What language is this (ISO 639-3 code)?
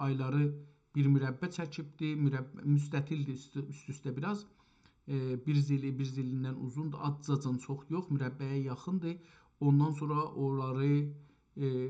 azb